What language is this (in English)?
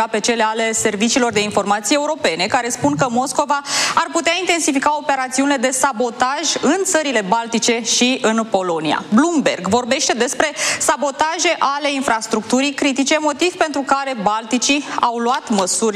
Romanian